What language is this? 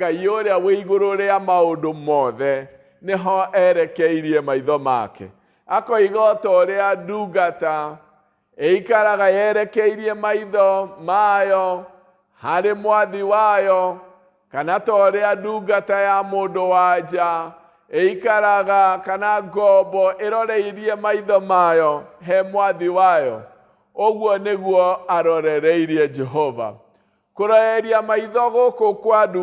Kikuyu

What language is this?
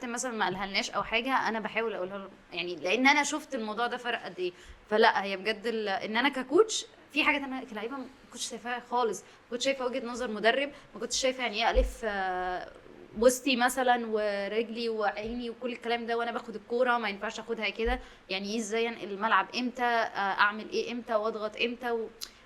Egyptian Arabic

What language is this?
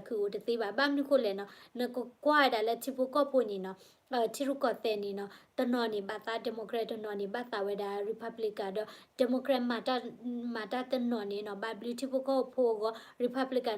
S'gaw Karen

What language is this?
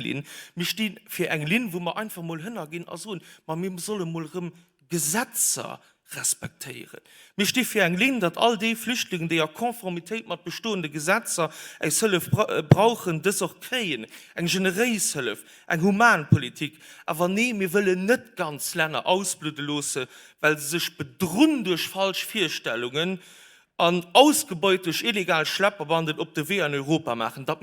Luxembourgish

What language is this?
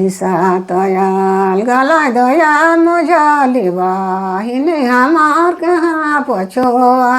Sadri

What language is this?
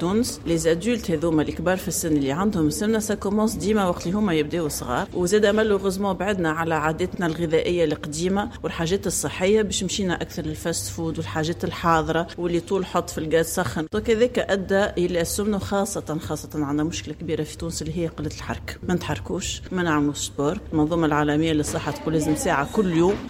Tunisian Arabic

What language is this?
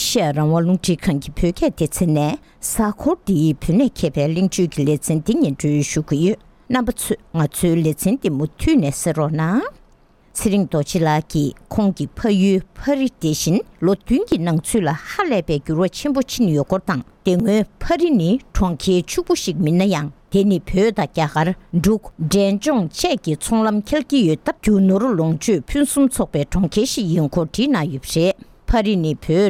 Tibetan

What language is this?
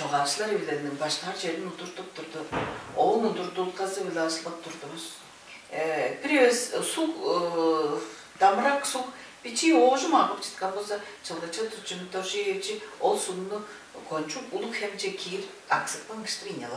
Tuvinian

